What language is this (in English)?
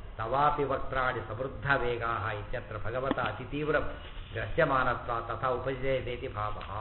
Kannada